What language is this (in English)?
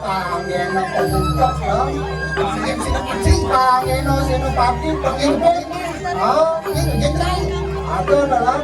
Balinese